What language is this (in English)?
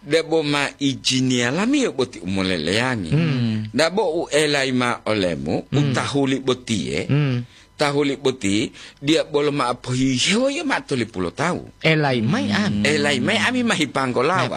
Gorontalo